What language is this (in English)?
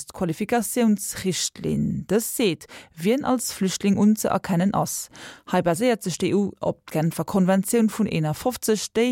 Luxembourgish